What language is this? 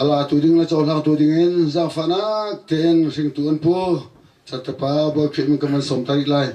Hakha Chin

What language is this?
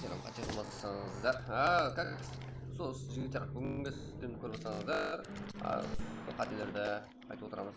Kara-Kalpak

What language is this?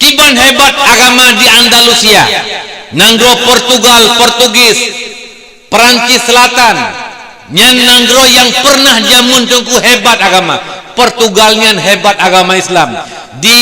Achinese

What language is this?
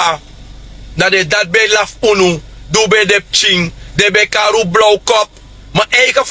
Sranan Tongo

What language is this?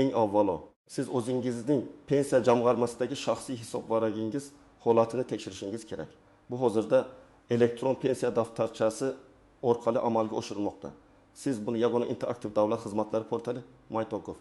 Uzbek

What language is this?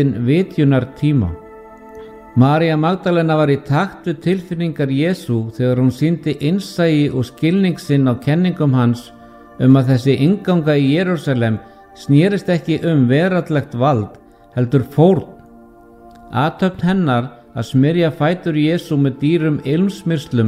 Icelandic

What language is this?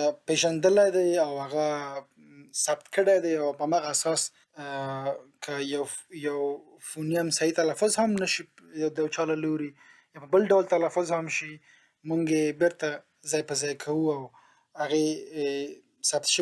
Pashto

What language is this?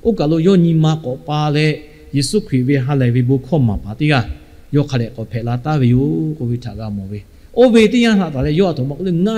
Lahu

